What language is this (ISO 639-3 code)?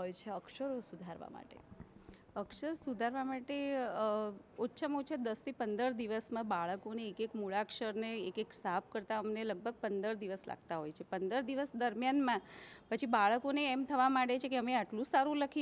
guj